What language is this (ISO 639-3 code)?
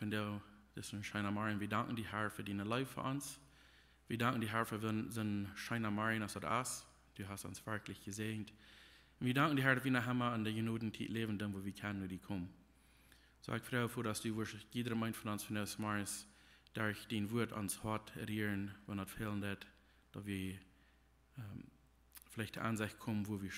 pdt